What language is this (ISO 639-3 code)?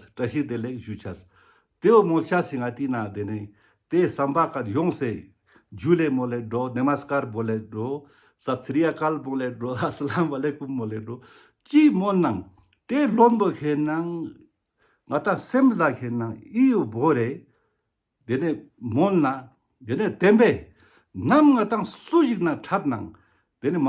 lbj